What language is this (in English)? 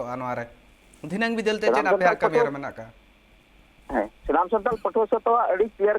Santali